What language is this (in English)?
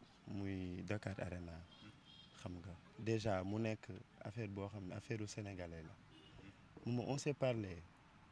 Wolof